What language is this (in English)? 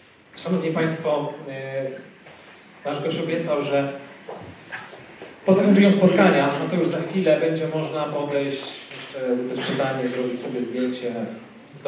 Polish